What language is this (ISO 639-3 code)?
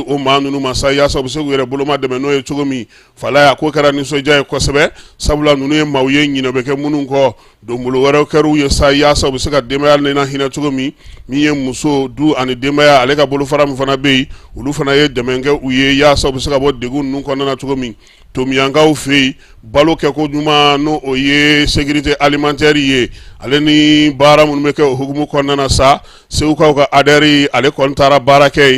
bam